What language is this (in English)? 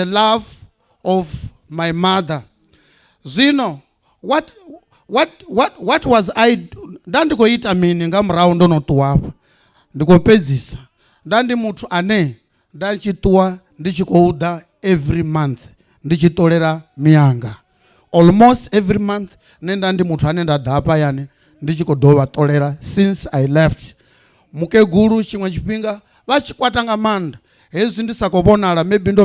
Venda